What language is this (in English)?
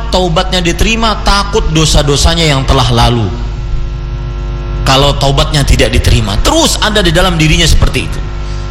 Indonesian